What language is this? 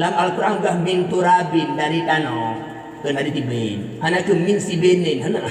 Achinese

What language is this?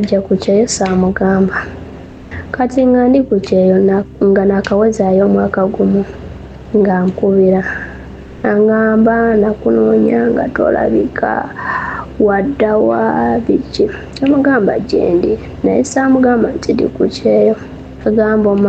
Ganda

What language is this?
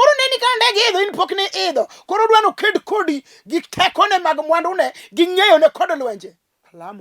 Luo (Kenya and Tanzania)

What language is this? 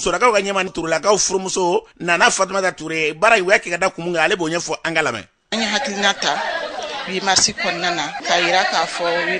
Bambara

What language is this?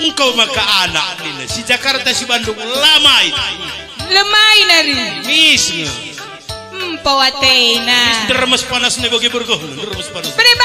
Batak Karo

